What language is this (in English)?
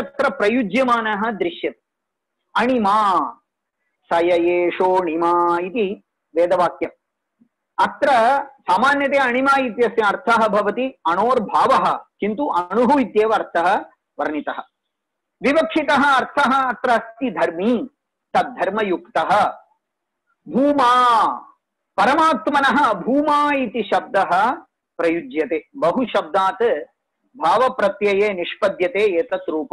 Sanskrit